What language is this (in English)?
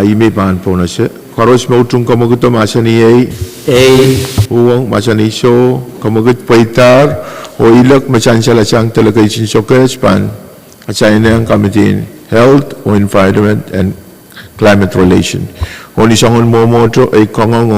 Pohnpeian